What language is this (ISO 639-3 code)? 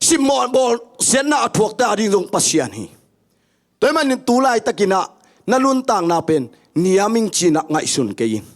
ctd